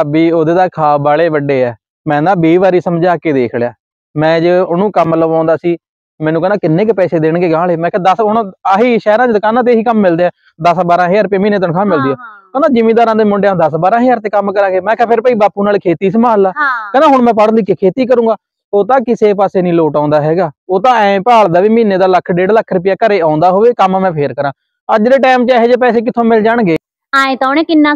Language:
Punjabi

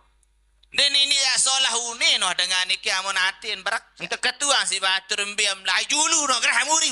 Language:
Sasak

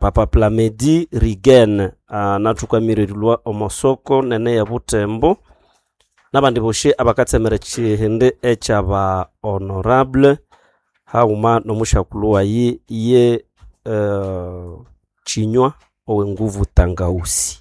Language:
Nande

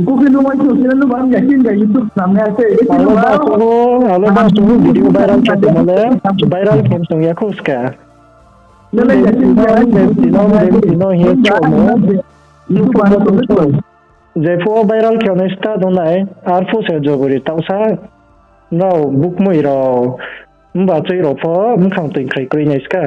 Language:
Riang (India)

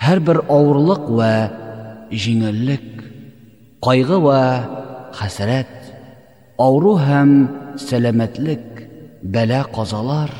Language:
Tatar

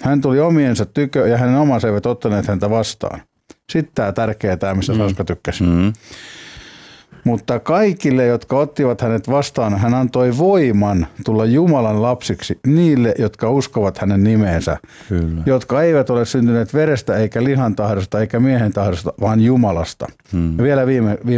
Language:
Finnish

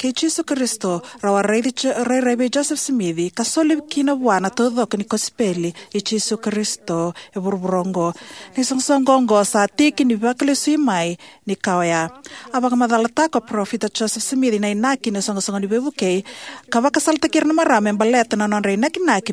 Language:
Fijian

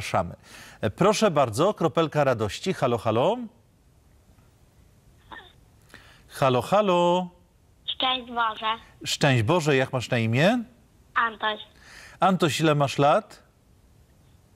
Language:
Polish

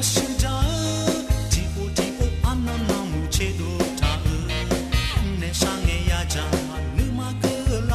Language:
Akha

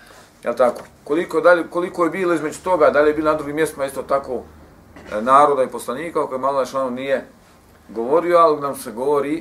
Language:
Bosnian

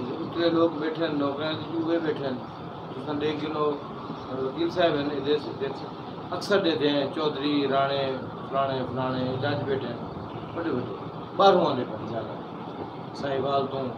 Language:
Saraiki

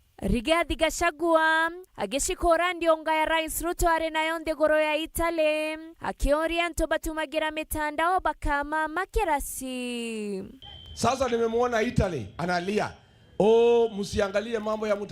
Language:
Meru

